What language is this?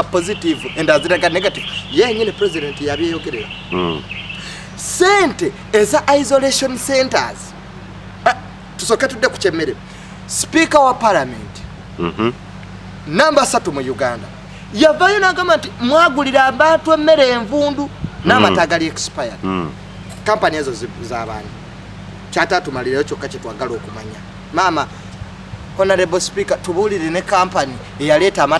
Ganda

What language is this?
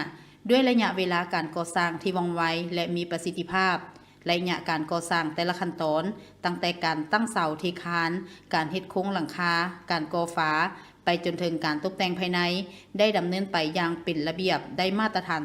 Lao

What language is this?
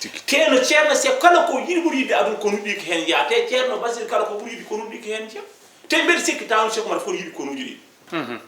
Fula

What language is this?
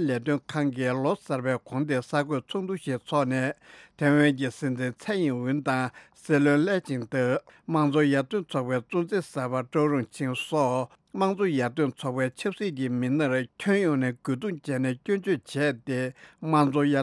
Tibetan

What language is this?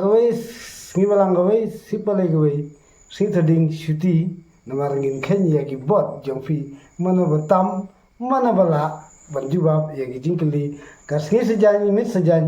Khasi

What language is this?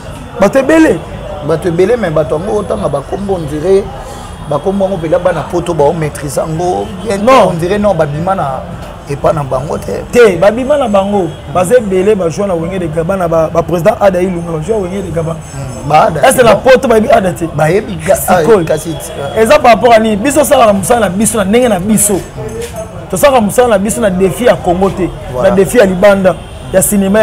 Lingala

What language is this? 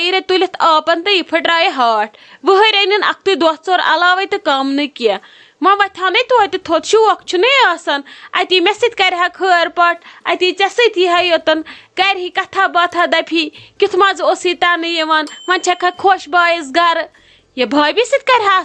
Kashmiri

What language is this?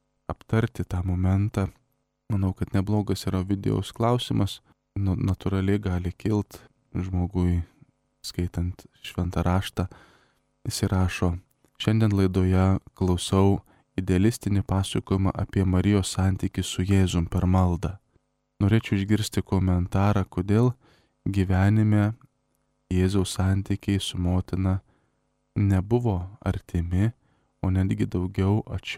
Lithuanian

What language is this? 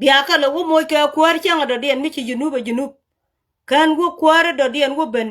Nuer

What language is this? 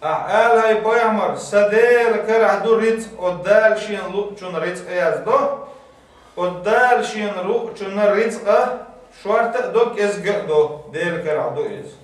Chechen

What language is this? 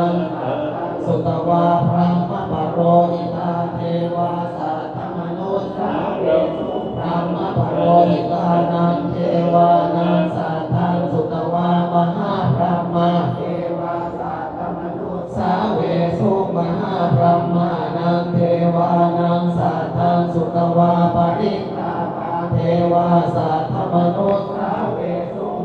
Pali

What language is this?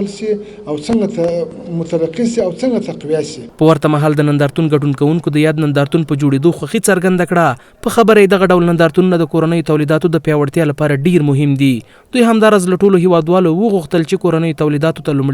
Pashto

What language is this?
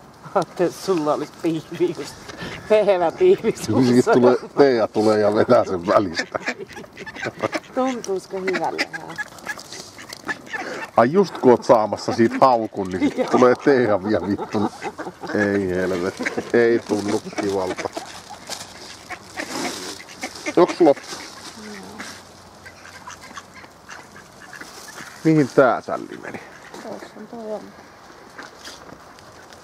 Finnish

